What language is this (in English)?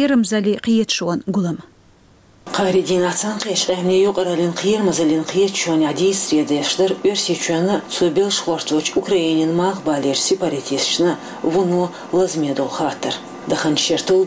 Chechen